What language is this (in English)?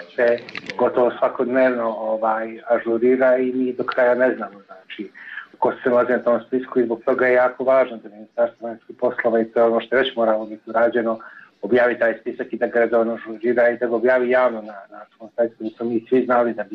Serbian